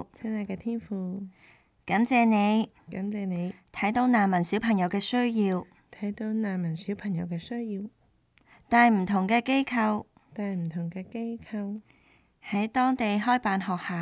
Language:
Cantonese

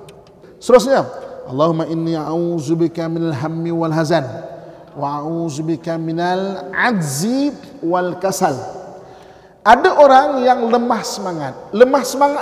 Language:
Malay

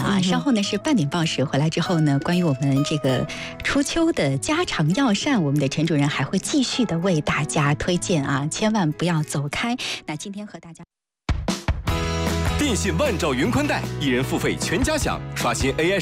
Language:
Chinese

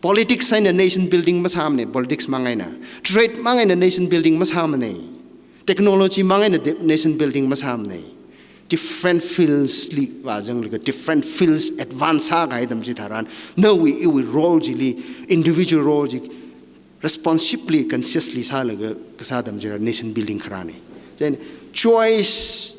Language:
Tangkhul Naga (India)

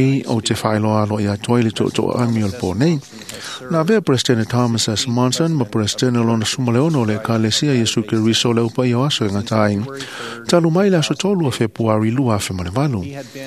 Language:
Samoan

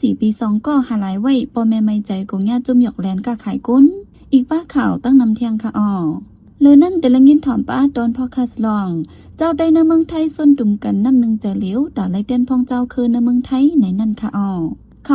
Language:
Shan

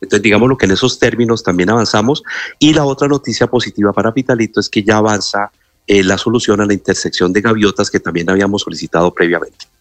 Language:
Spanish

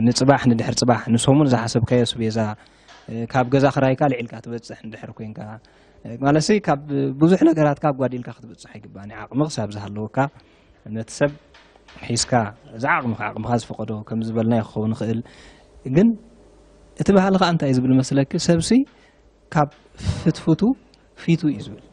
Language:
Tigrinya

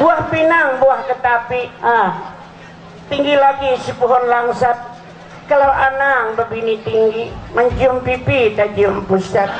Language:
Banjar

